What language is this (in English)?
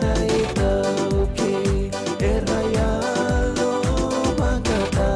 Fijian